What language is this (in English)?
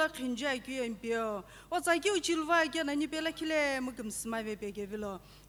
Sumi Naga